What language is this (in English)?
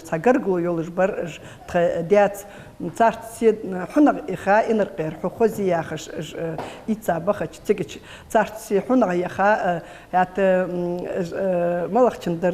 Ingush